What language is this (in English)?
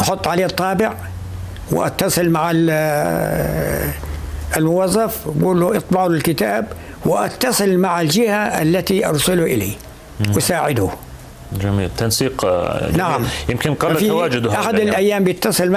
North Levantine Arabic